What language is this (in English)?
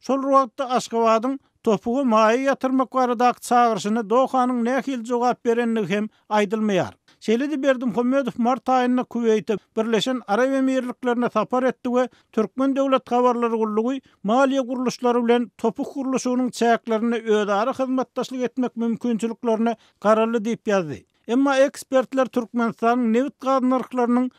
Turkmen